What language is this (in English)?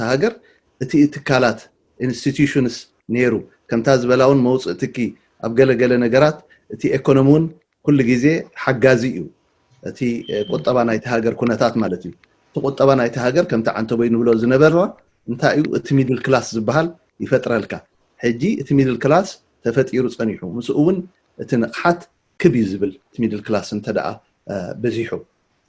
Tigrinya